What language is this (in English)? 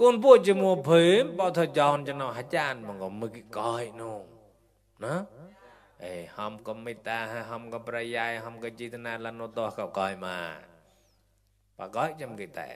Mon